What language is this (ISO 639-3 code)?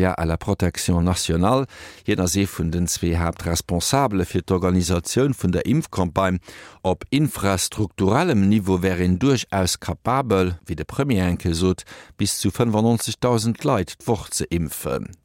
ltz